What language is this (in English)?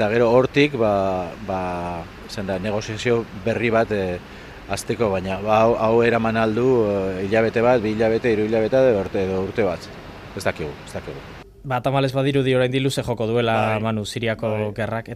Basque